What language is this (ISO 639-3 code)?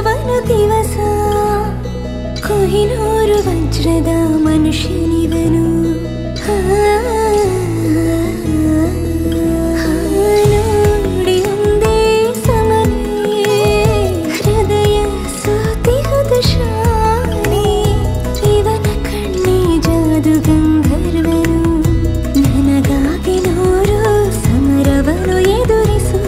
kan